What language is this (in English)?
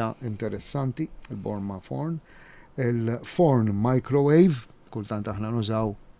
Maltese